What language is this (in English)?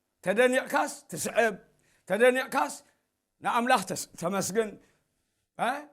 Tigrinya